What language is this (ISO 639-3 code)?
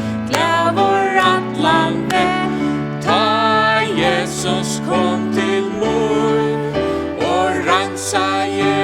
fao